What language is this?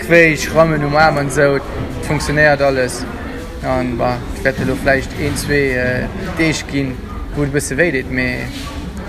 Luxembourgish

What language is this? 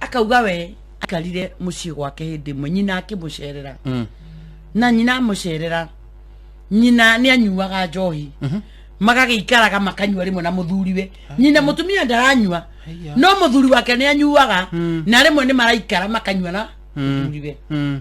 Kikuyu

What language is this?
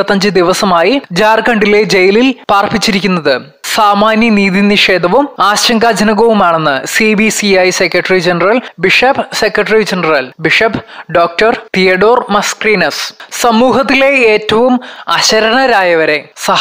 Malayalam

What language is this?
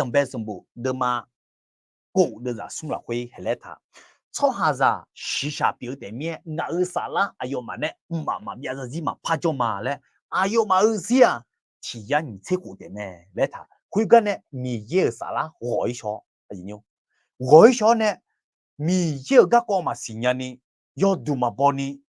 Akha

